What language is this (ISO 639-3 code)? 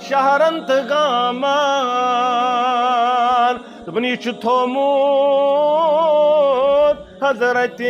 kas